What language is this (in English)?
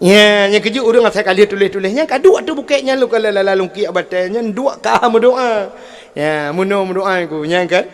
Achinese